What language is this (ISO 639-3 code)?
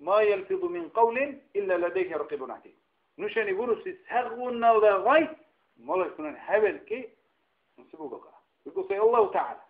dar